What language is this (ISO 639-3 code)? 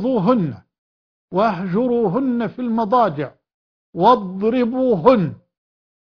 ara